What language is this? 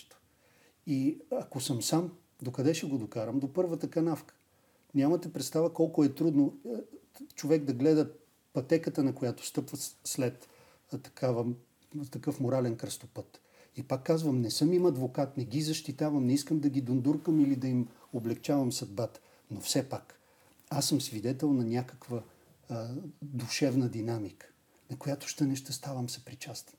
Bulgarian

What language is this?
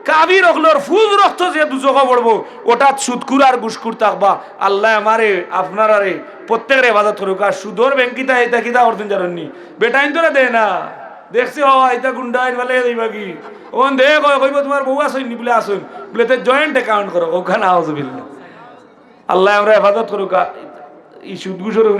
Sylheti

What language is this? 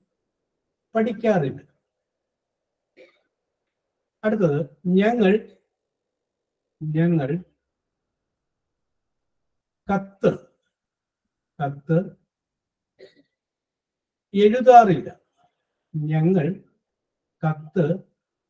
Malayalam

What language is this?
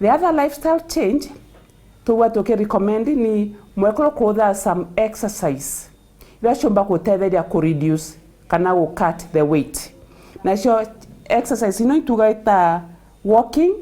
Meru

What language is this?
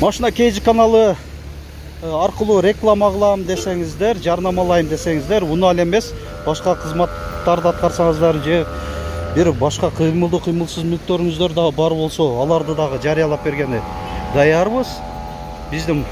Kyrgyz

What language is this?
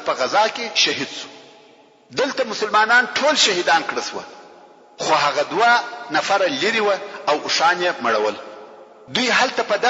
Pashto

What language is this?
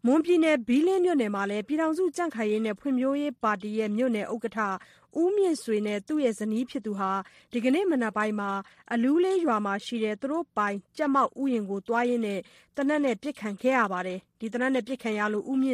Burmese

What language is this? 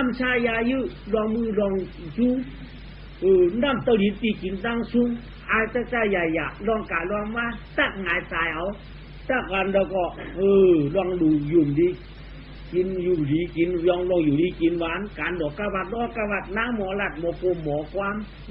Shan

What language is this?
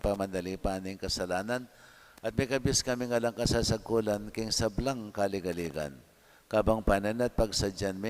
Pampanga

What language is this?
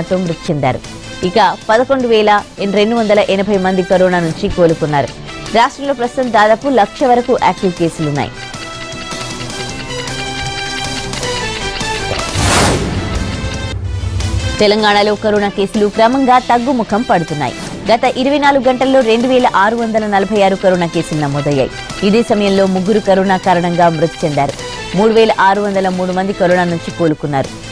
Telugu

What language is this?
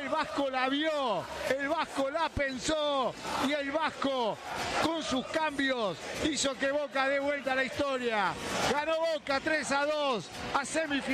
Spanish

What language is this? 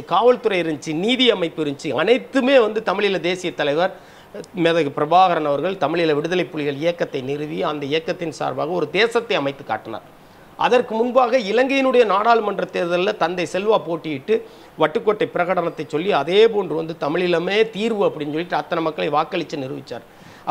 Tamil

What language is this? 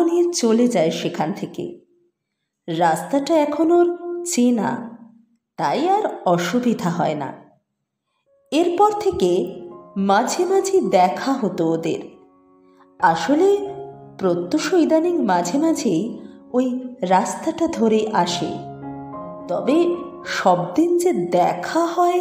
Bangla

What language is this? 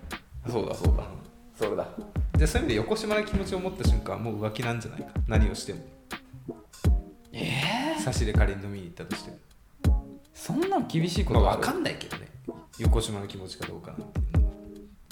Japanese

